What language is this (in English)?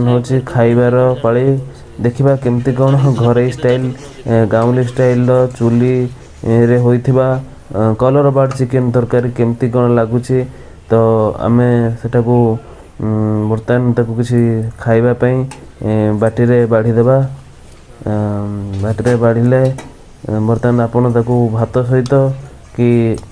Odia